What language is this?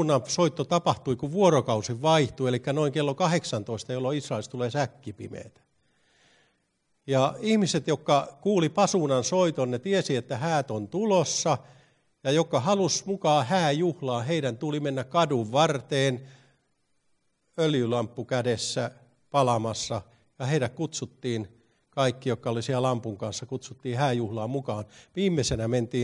Finnish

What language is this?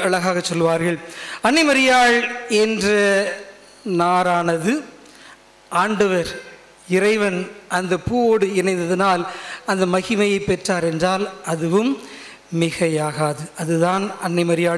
Tamil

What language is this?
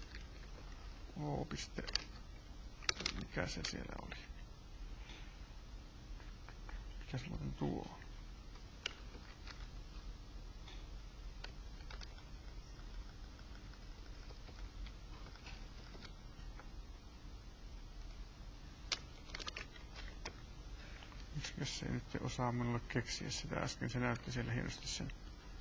Finnish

